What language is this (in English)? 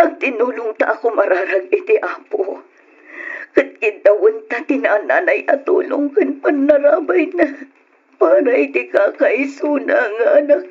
Iloko